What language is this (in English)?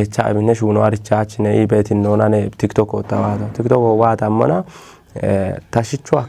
Kafa